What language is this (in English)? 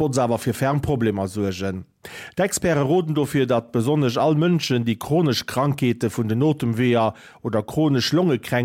Luxembourgish